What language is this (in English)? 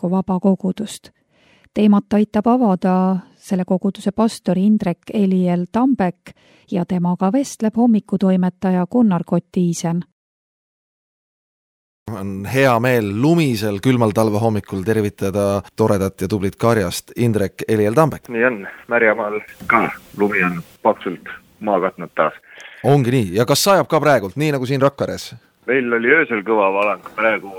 Estonian